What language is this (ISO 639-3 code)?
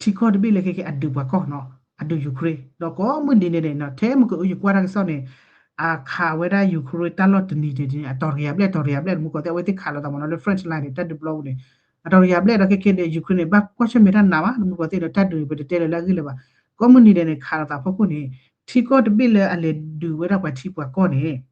ksw